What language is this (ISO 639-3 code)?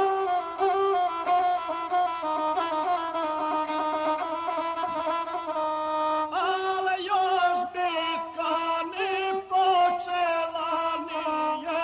hrv